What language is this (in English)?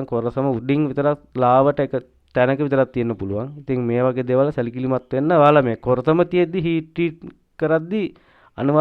Sinhala